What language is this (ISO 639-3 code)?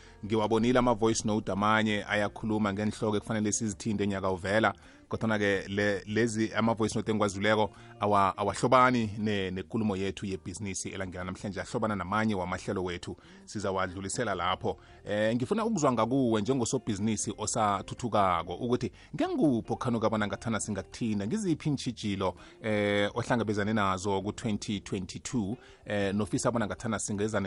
nbl